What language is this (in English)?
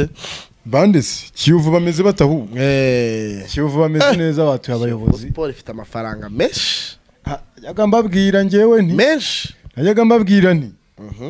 Kinyarwanda